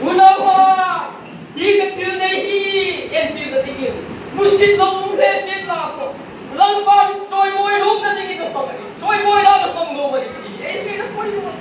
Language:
Hmar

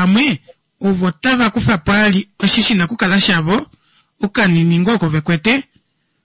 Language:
Kuanyama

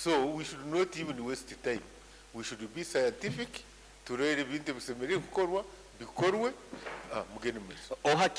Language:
Nyoro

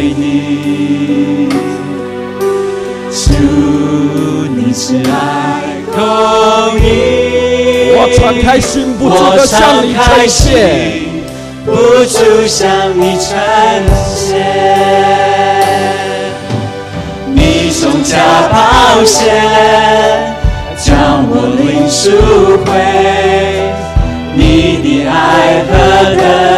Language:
Chinese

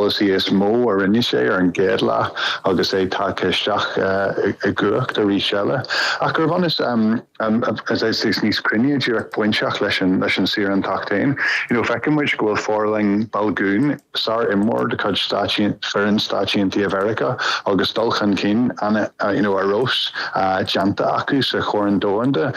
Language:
Irish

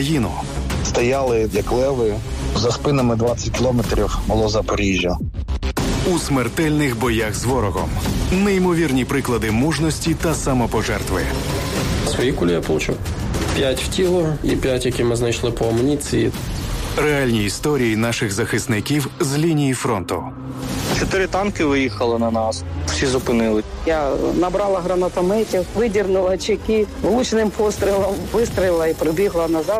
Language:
Ukrainian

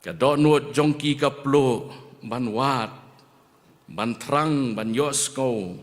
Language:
Khasi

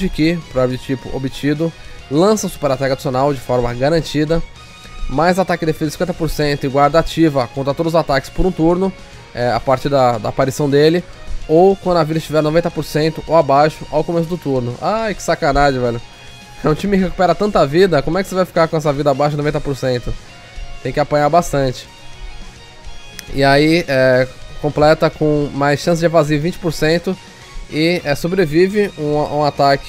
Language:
Portuguese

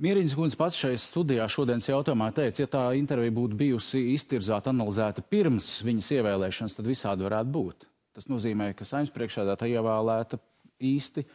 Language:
Latvian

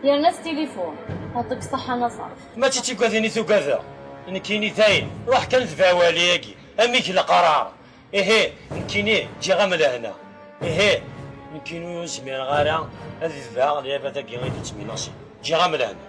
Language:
Kabyle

